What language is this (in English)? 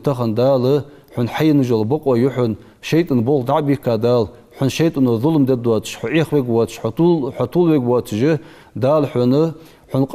Ingush